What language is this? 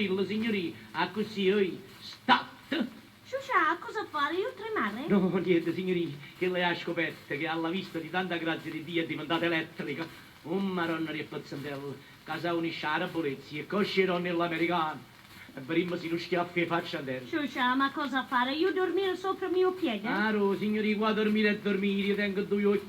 Neapolitan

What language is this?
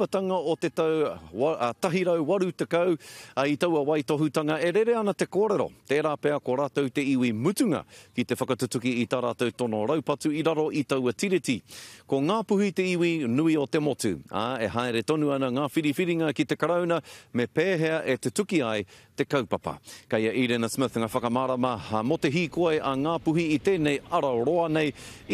Māori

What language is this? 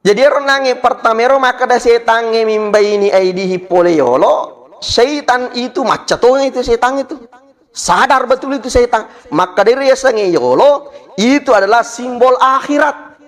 Buginese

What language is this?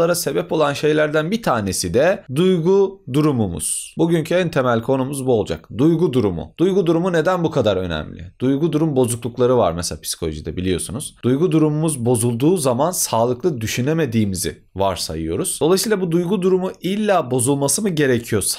Turkish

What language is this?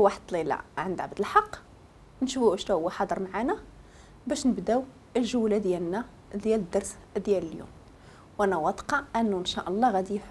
Moroccan Arabic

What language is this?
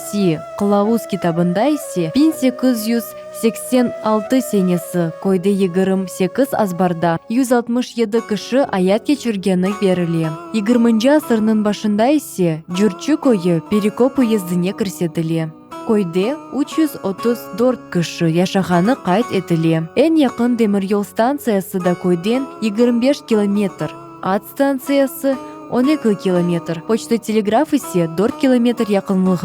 Crimean Tatar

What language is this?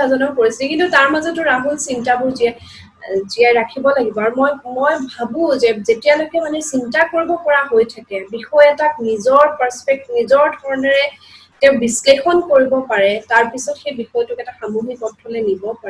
Assamese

